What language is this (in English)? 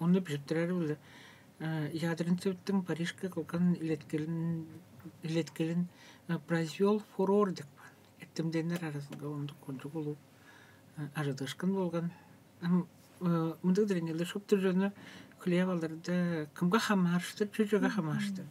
Tuvinian